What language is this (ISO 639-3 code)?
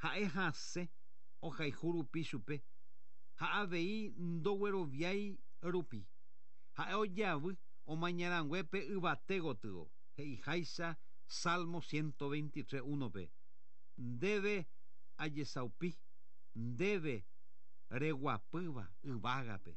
grn